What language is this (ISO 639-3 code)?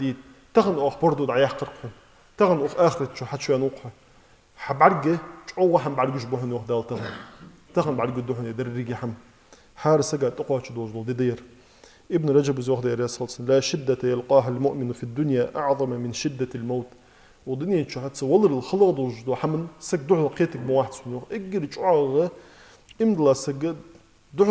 inh